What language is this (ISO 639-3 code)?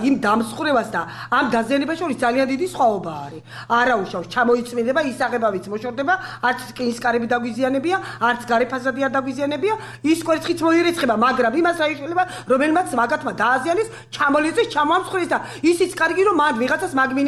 kat